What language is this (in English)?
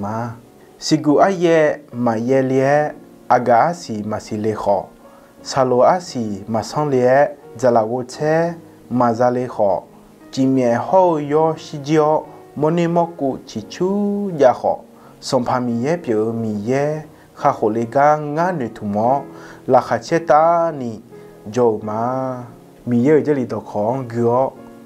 Akha